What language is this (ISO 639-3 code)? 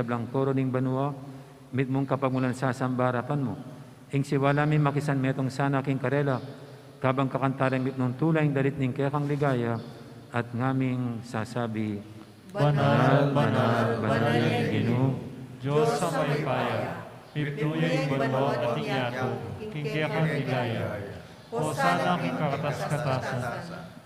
pam